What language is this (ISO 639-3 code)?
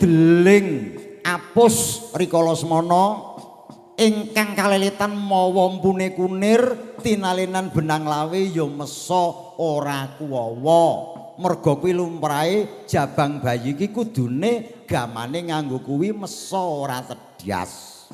jav